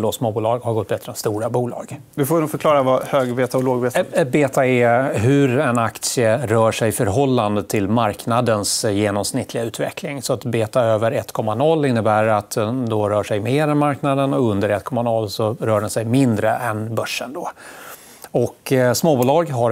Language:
Swedish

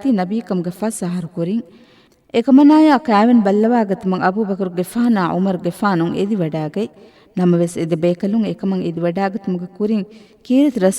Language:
Divehi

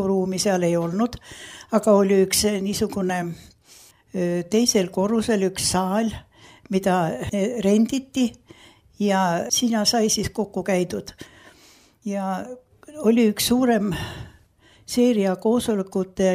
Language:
Estonian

